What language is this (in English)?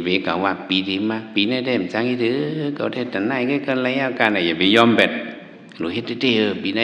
Shan